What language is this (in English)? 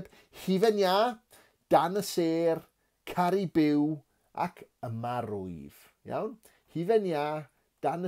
Welsh